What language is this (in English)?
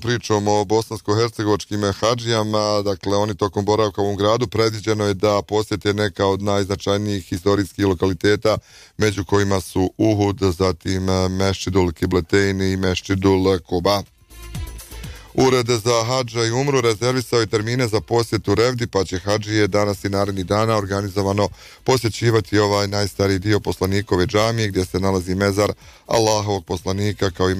Bosnian